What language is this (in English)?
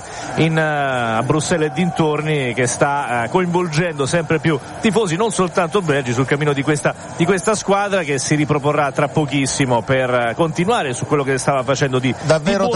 Italian